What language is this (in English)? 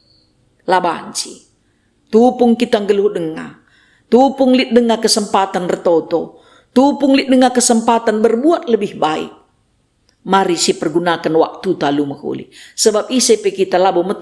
Batak Karo